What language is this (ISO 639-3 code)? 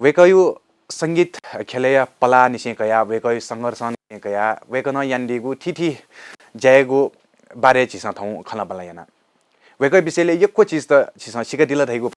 new